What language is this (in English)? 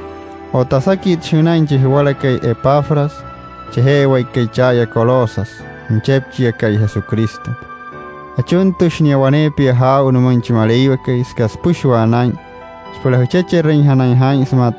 Wayuu